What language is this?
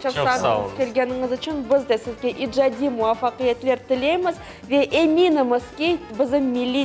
Crimean Tatar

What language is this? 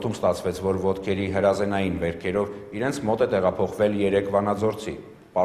Armenian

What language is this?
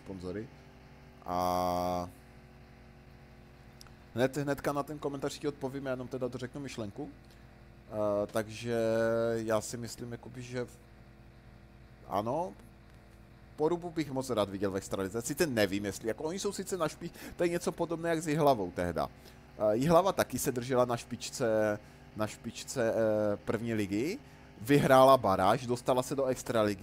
Czech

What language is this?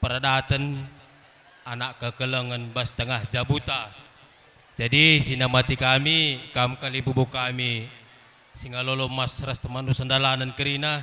Batak Karo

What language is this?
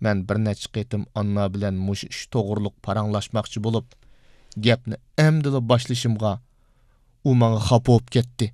Uyghur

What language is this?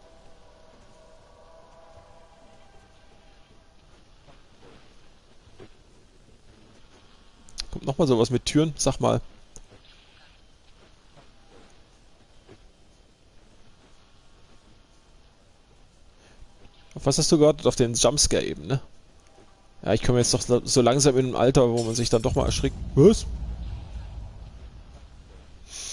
German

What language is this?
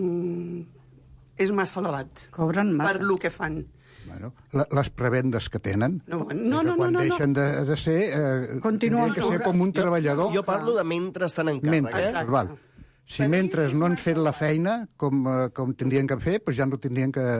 Catalan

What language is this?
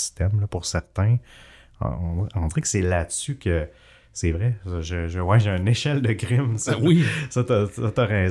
French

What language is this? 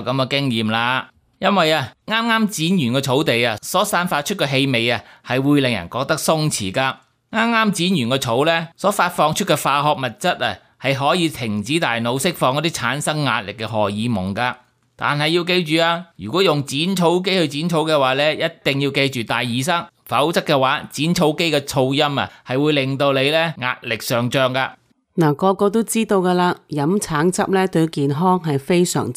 Cantonese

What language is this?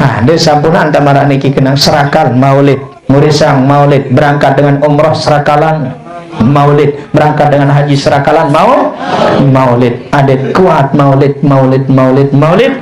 Sasak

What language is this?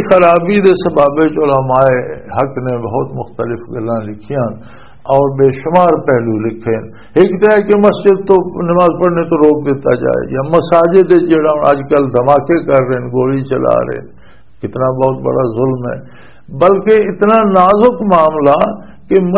Western Panjabi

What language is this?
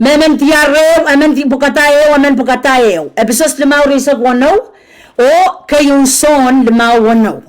Pohnpeian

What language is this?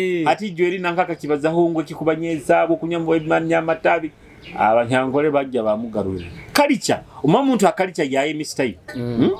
Nyoro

